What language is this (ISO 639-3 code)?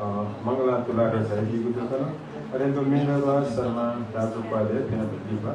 new